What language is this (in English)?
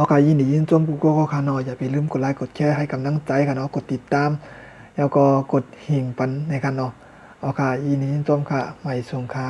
Shan